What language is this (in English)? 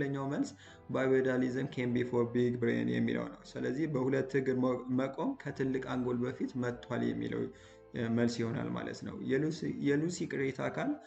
Amharic